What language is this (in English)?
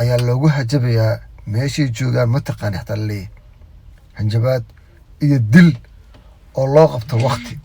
Somali